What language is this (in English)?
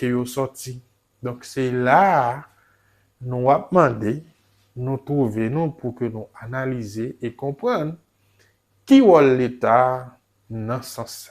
Haitian Creole